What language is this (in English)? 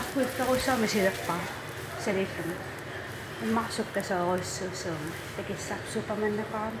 Kalaallisut